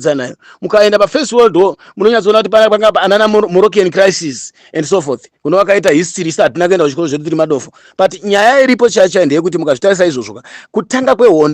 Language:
Shona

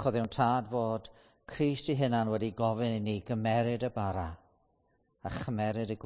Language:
Welsh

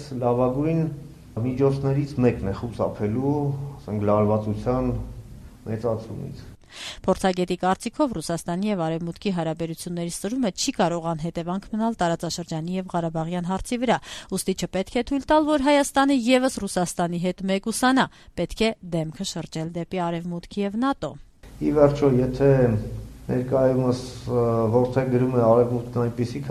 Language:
Armenian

